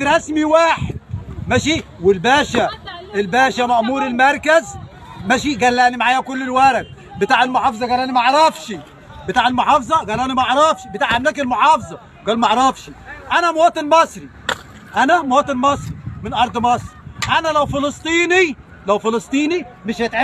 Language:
Egyptian Arabic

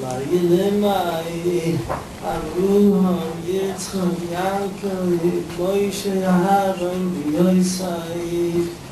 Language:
Yiddish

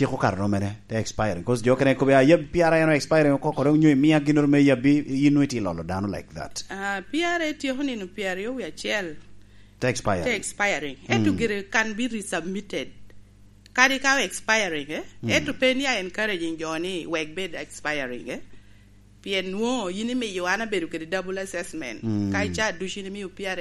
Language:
Lango (Uganda)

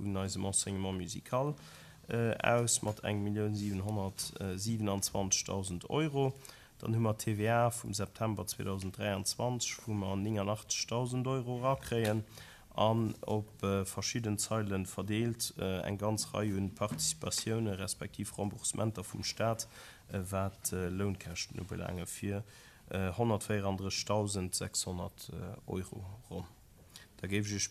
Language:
Luxembourgish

